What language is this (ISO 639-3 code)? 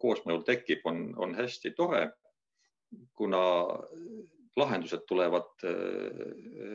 est